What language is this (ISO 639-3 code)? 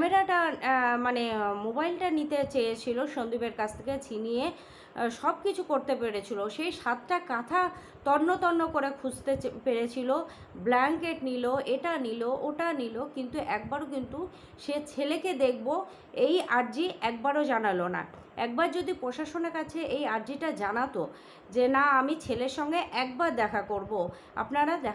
ben